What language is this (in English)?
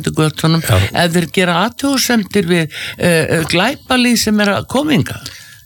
Icelandic